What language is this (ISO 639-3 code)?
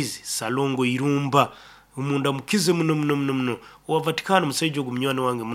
nyn